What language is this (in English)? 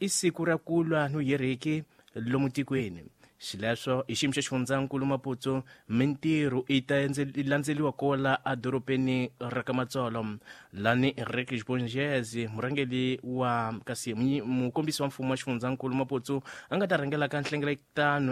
Tsonga